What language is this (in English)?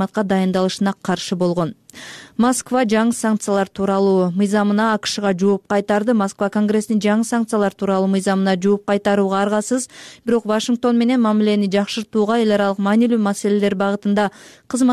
Kyrgyz